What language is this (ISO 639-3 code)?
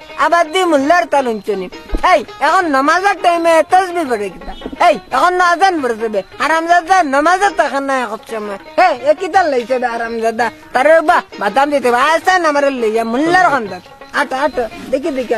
syl